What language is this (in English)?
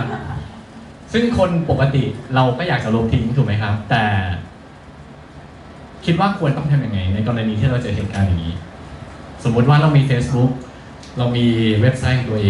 Thai